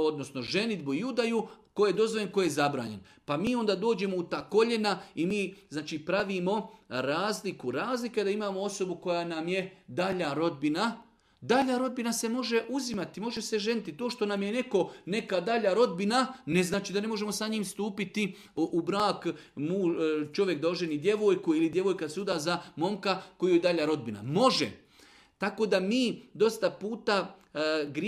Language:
Bosnian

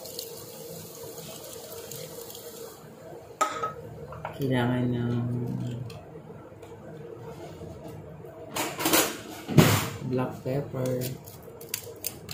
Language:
Filipino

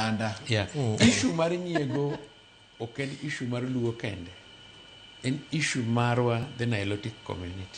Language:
Luo (Kenya and Tanzania)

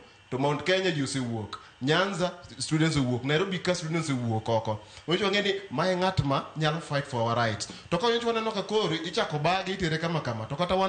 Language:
Luo (Kenya and Tanzania)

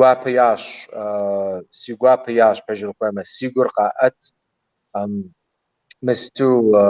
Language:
Kabardian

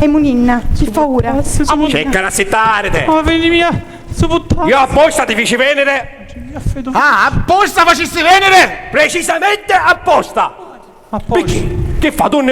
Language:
Sicilian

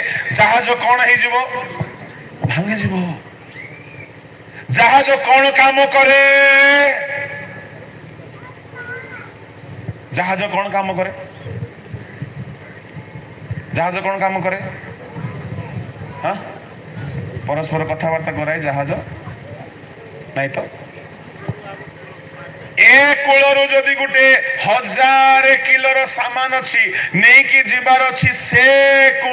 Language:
Odia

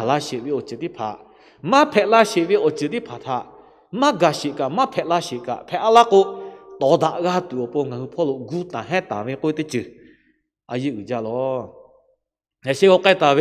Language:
Lahu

